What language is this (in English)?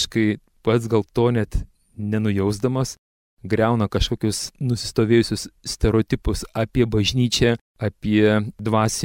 Lithuanian